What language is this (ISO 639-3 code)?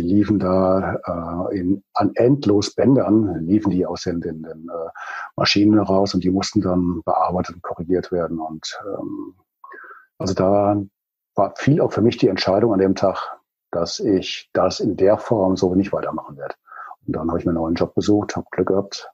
deu